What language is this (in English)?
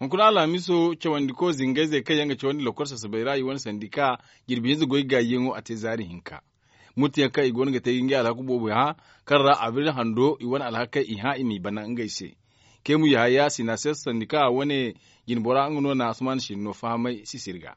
Zarma